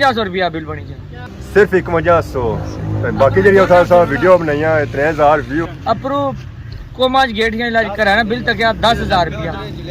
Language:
Pahari-Potwari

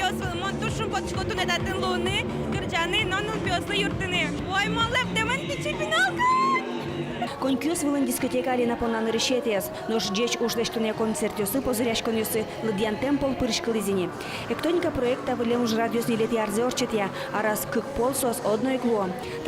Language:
Udmurt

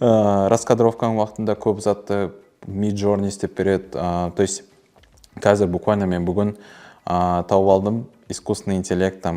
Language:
Kara-Kalpak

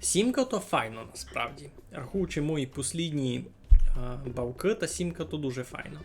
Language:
Rusyn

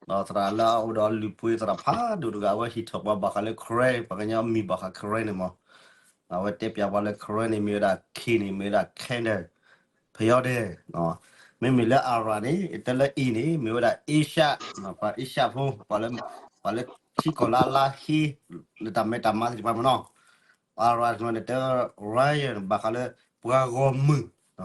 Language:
S'gaw Karen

